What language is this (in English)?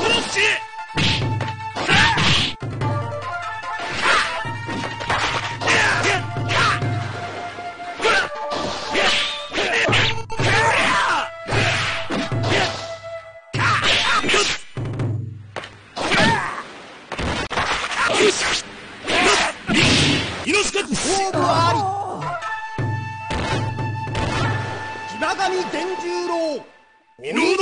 Japanese